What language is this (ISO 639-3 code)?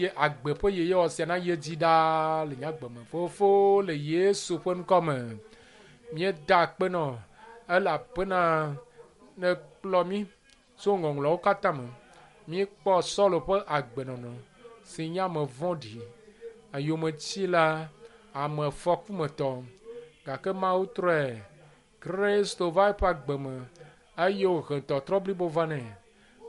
ewe